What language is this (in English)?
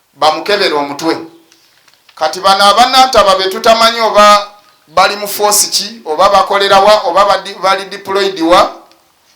Ganda